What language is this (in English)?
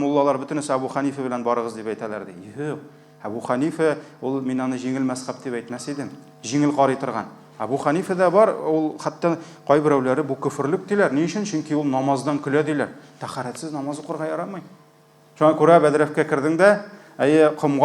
Tatar